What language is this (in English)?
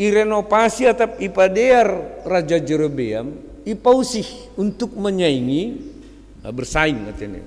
Batak Simalungun